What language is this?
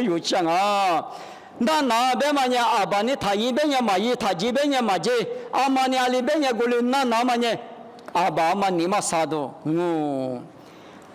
Lisu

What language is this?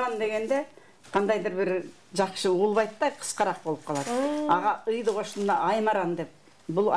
Kyrgyz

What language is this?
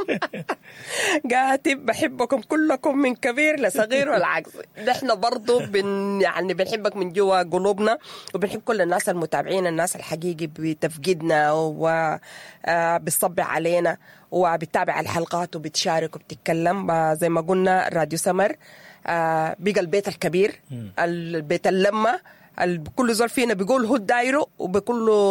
Sudanese Arabic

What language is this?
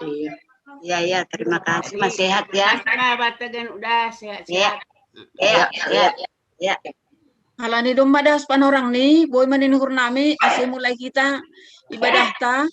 Batak Simalungun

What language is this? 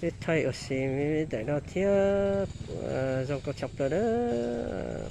Hmong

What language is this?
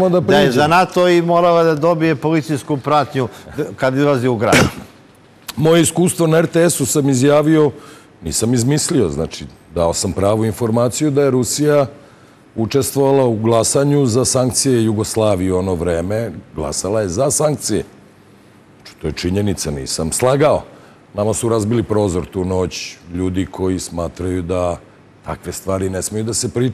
Serbian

